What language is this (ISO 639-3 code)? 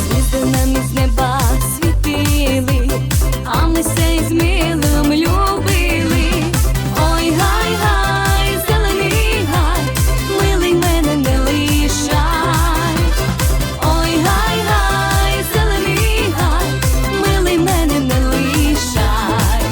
rue